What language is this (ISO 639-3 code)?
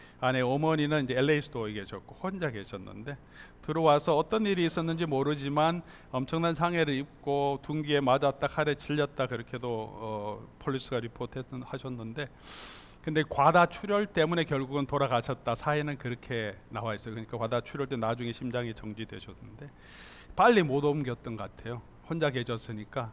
kor